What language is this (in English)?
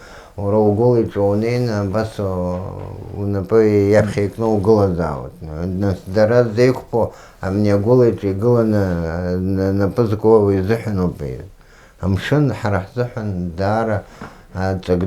Abkhazian